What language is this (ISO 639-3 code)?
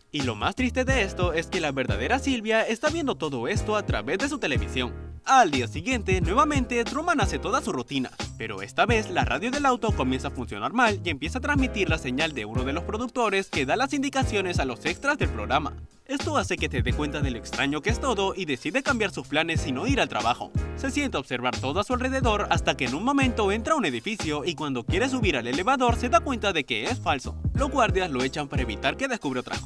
spa